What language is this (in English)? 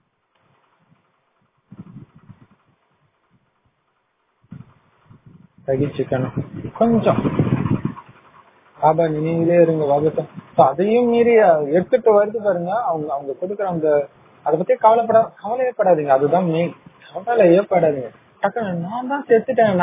Tamil